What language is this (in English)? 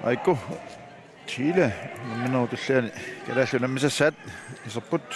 Kalaallisut